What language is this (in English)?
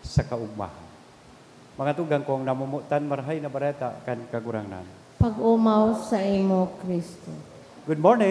Bikol